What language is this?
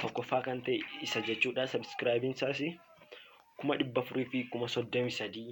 Oromo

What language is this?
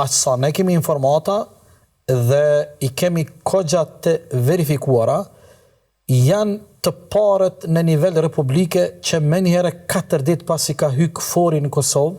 Albanian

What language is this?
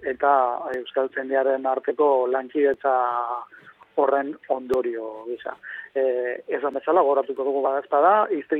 Basque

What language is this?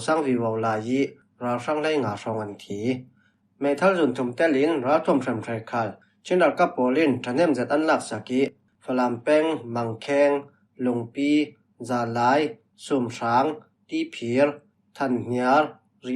Falam Chin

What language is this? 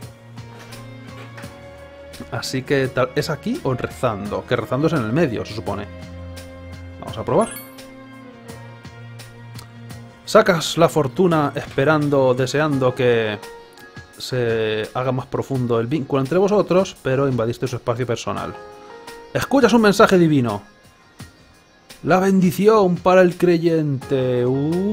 Spanish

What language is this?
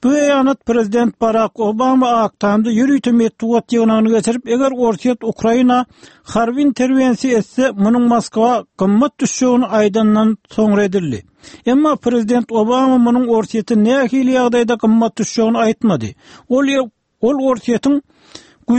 Turkmen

